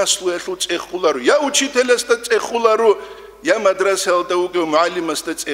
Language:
Avaric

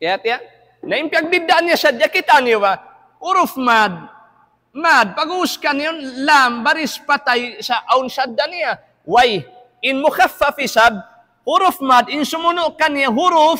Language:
Tausug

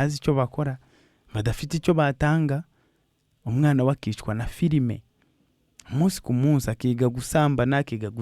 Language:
Kinyarwanda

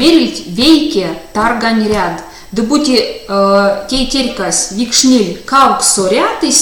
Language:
Erzya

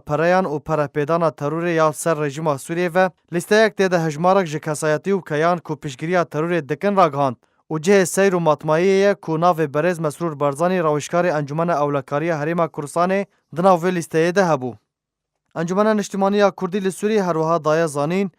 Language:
Kurdish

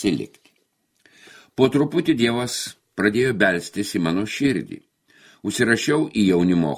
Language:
Lithuanian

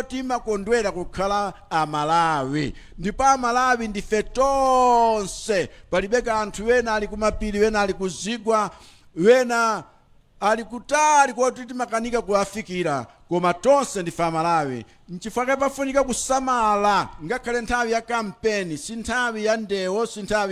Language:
Nyanja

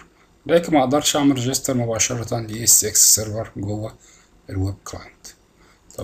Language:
Egyptian Arabic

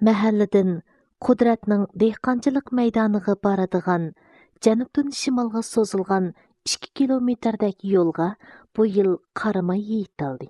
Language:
Uyghur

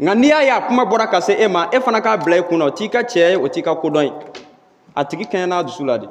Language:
Bambara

